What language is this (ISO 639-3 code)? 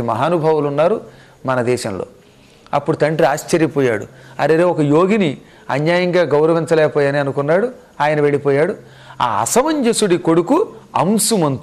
tel